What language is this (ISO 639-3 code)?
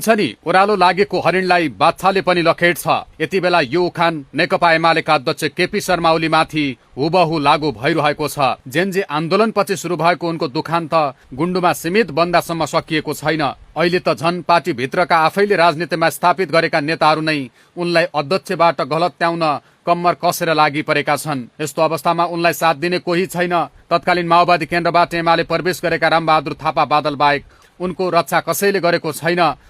nep